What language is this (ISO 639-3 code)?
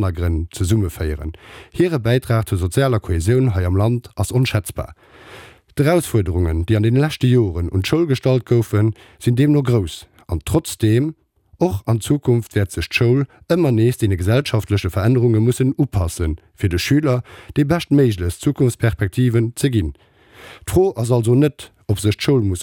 ltz